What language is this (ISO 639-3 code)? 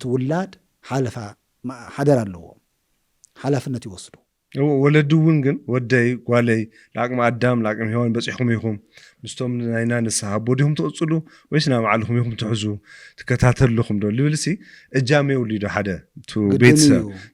tir